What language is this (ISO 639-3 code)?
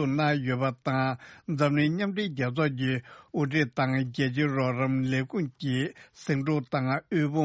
bod